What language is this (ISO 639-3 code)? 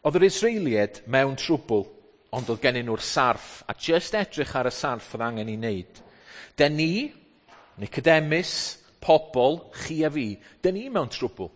cym